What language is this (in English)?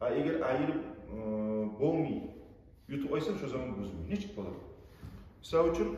Kumyk